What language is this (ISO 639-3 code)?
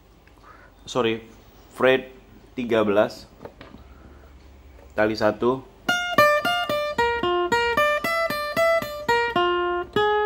ind